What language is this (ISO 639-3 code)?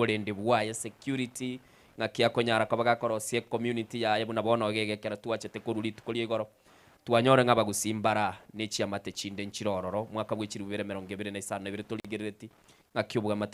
guz